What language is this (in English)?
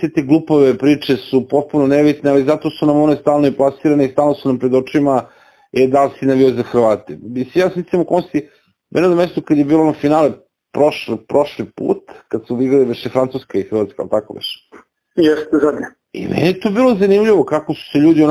Serbian